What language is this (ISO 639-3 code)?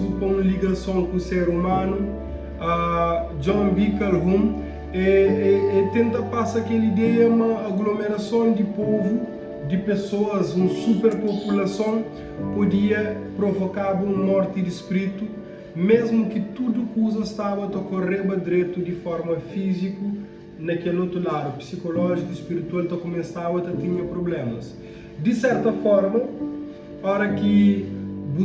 kea